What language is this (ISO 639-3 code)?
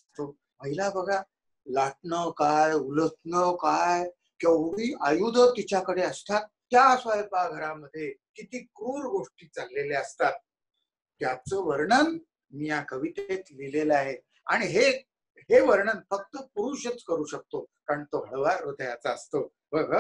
mar